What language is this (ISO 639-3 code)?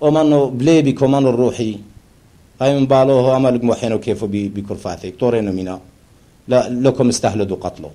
tru